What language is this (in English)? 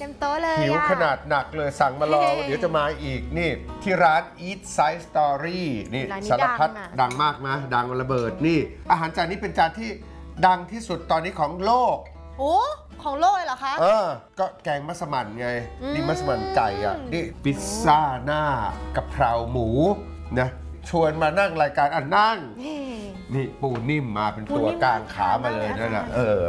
Thai